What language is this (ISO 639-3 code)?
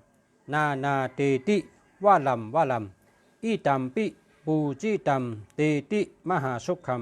shn